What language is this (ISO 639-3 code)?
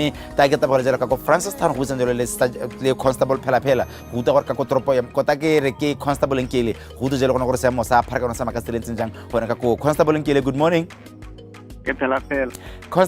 tsn